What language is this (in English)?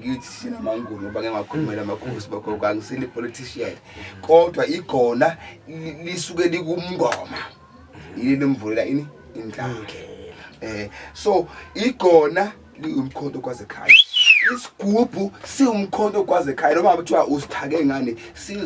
Zulu